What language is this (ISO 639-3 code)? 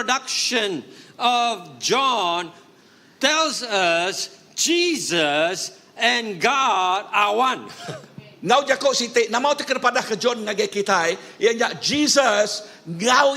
iba